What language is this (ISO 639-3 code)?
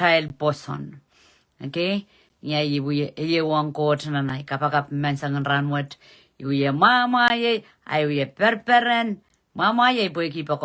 pon